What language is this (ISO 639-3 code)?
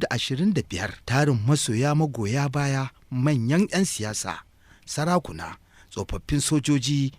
hau